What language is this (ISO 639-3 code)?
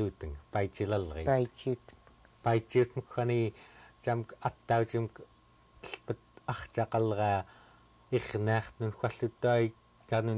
esu